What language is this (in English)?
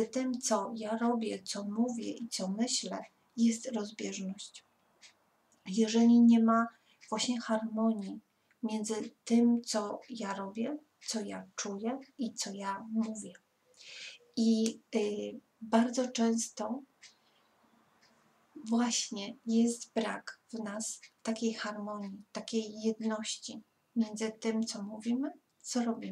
Polish